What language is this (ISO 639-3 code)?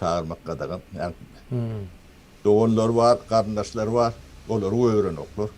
tuk